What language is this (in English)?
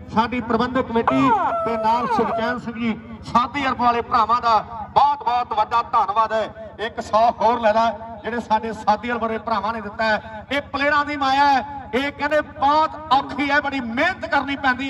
Punjabi